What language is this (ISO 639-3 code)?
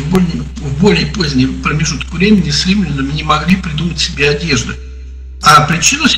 rus